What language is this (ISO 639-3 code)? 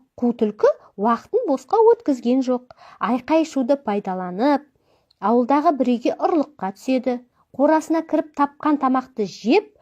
kaz